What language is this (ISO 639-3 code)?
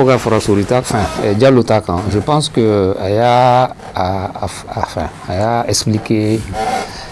bam